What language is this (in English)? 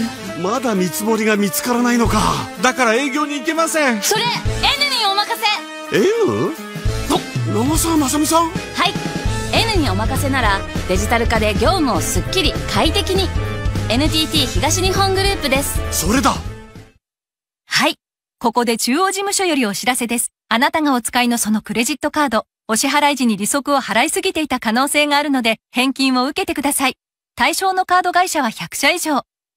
Japanese